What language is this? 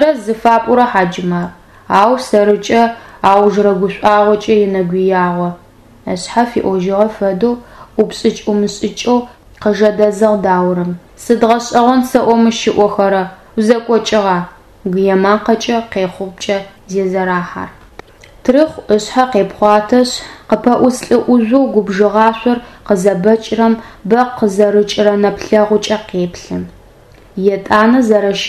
Adyghe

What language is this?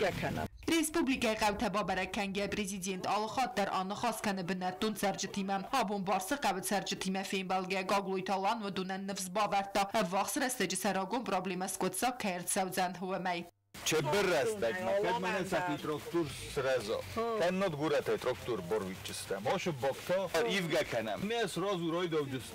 Ossetic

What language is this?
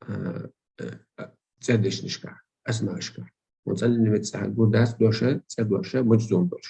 Chechen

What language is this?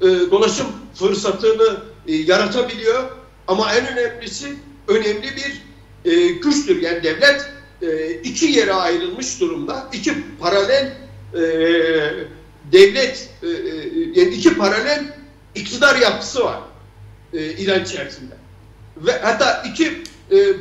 Turkish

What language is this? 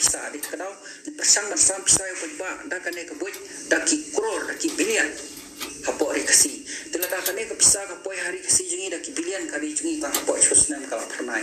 Khasi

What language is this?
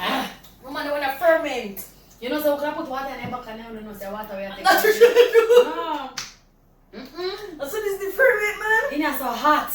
Jamaican Creole English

